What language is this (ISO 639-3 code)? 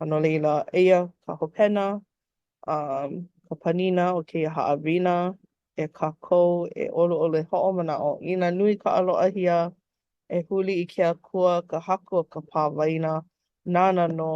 haw